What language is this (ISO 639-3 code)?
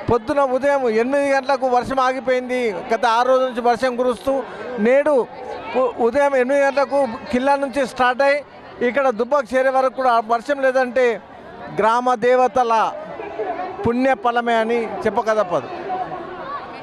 tel